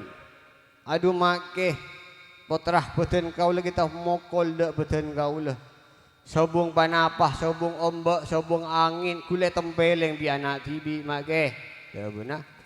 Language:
Madurese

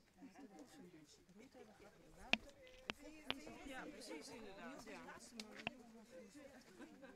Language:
Dutch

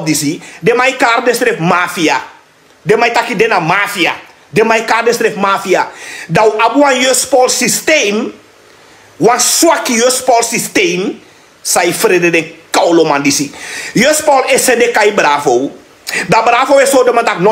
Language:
Sranan Tongo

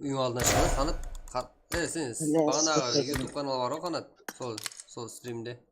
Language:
Kara-Kalpak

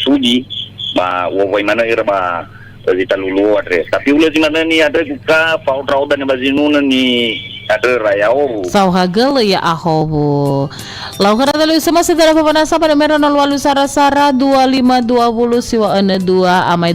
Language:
Nias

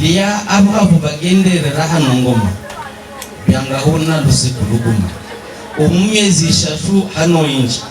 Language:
Havu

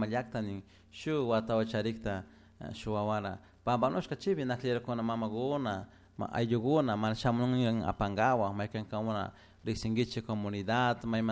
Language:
Chimborazo Highland Quichua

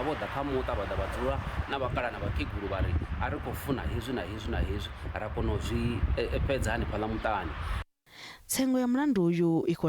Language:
Venda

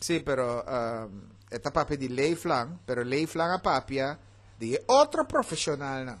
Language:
Papiamento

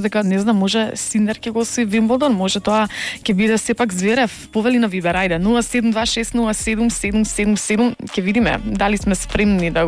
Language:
Macedonian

